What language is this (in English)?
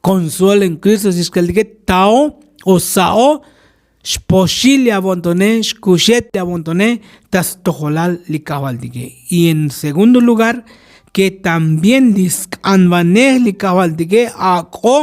Tzotzil